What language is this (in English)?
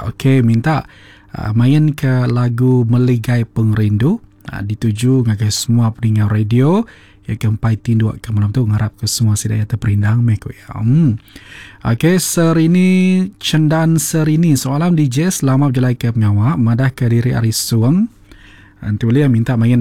Iban